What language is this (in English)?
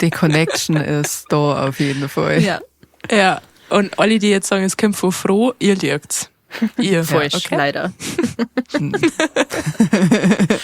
Bavarian